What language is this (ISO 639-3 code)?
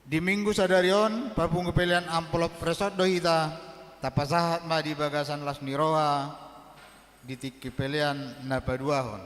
bbc